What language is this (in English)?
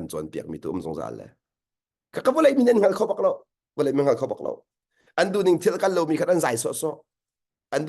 Hakha Chin